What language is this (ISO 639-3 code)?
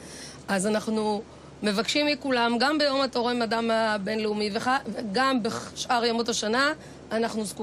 heb